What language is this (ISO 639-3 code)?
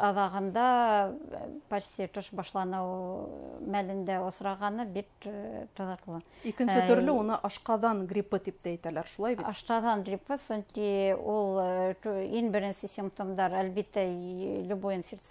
bak